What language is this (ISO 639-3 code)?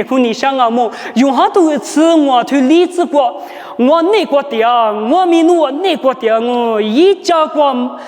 lis